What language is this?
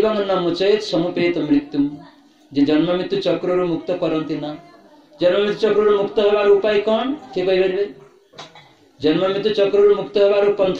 Odia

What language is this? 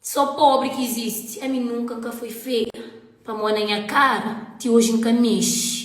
Kabuverdianu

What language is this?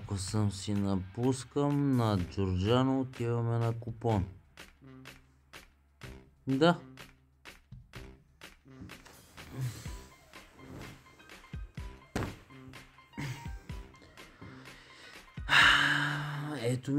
Bulgarian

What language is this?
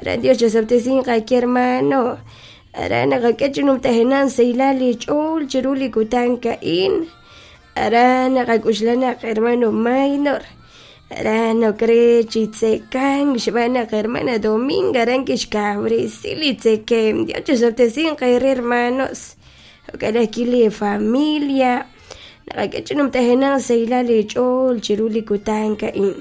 Kekchí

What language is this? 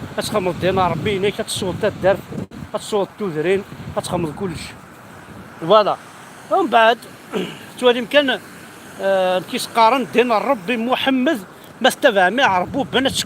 Kabyle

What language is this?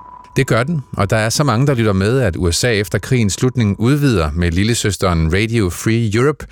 Danish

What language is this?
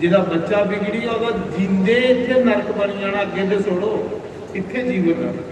Dogri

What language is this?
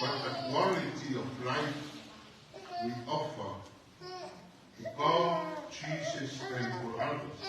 Samoan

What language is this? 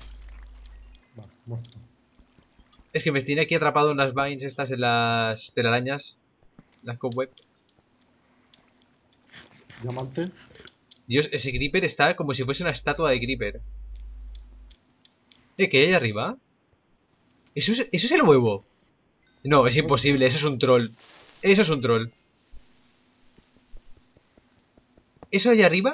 Spanish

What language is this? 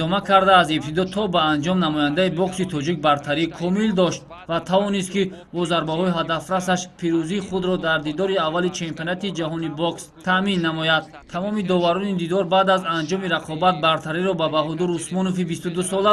Tajik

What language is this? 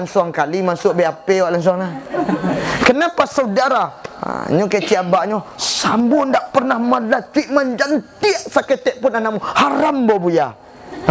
Minangkabau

